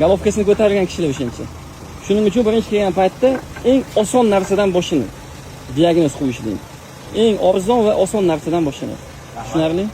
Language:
Uzbek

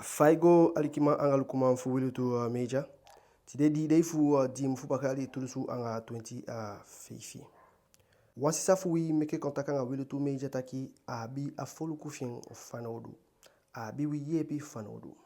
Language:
Eastern Maroon Creole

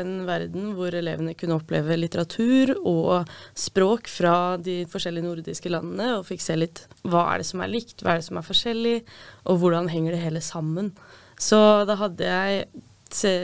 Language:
Norwegian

